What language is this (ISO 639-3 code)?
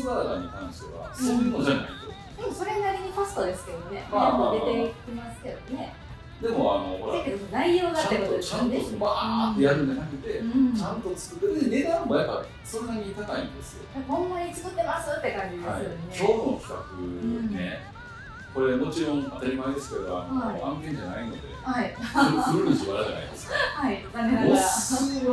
jpn